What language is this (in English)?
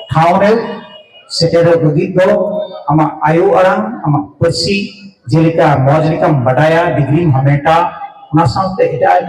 Santali